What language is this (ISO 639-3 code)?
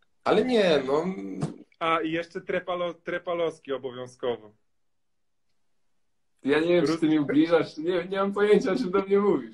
pol